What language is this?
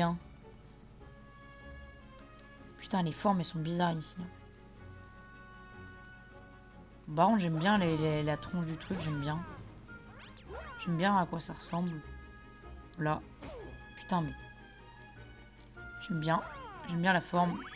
French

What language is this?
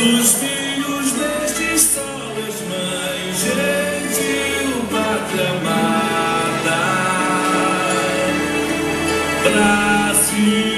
Portuguese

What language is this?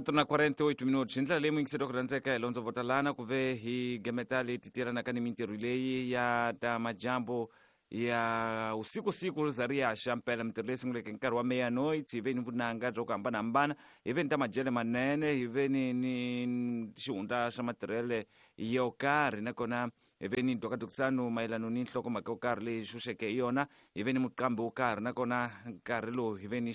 Tsonga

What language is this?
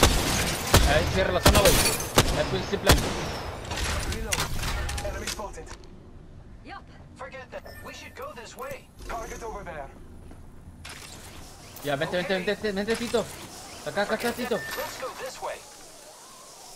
Spanish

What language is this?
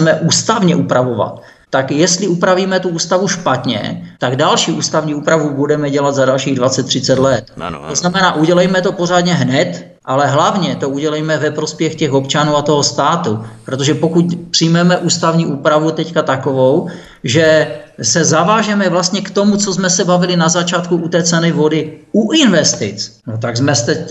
Czech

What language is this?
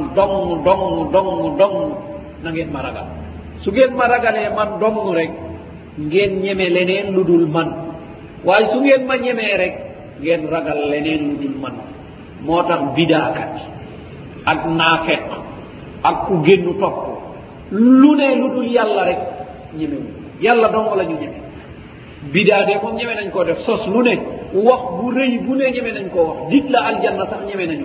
Wolof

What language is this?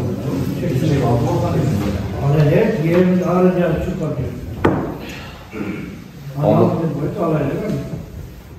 Kyrgyz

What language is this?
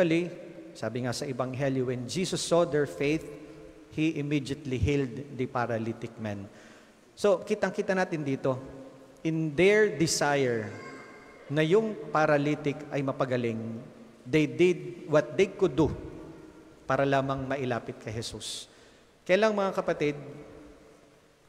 Filipino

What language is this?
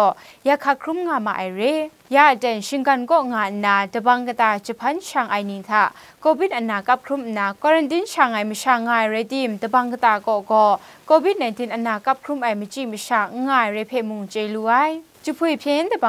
Kachin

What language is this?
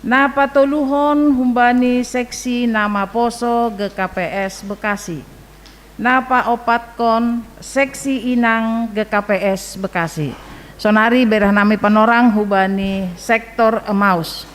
Batak Simalungun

